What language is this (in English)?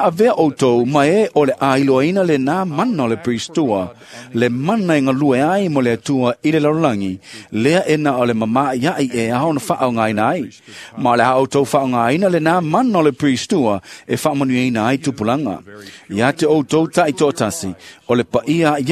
Samoan